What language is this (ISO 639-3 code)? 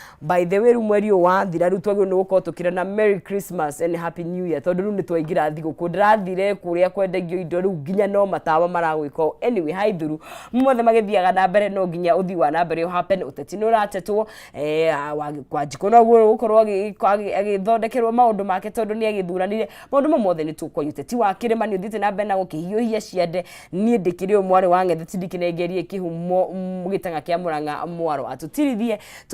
kik